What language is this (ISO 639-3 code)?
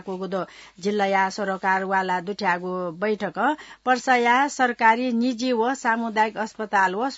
new